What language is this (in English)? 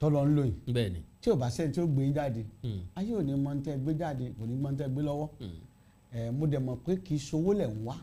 Yoruba